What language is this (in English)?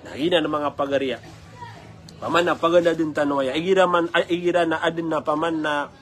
Maranao